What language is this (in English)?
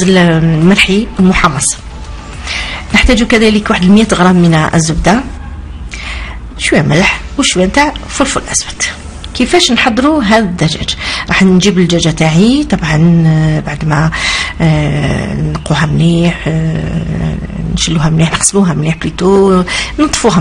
Algerian Arabic